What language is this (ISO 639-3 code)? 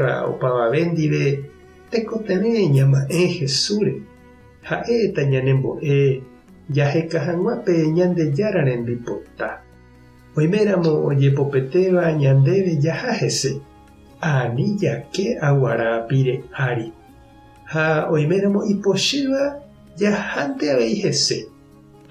grn